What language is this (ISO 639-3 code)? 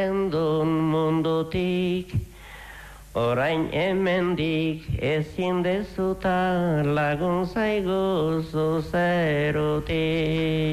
eus